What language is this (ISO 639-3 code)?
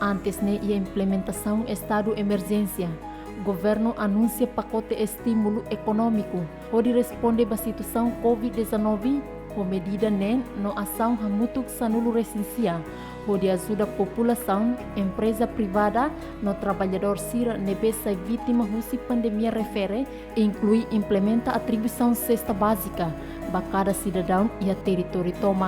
tet